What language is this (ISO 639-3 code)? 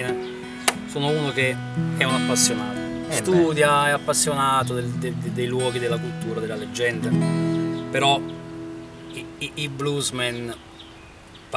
ita